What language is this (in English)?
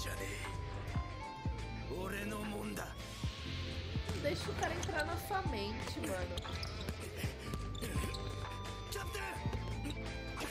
Japanese